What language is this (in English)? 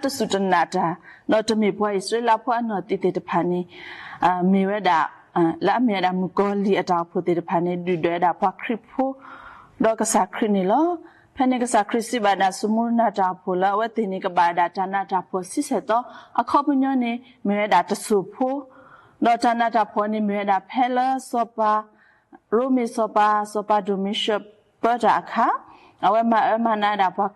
S'gaw Karen